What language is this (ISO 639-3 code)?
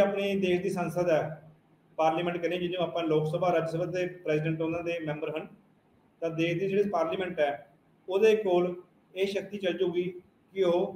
pan